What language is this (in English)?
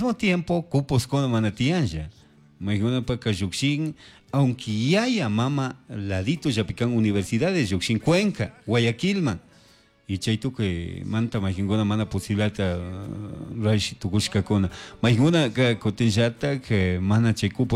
Chimborazo Highland Quichua